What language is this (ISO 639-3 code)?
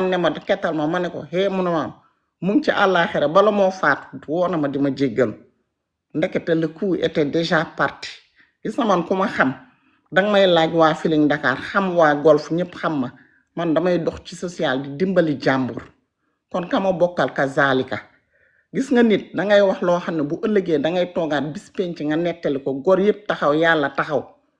wol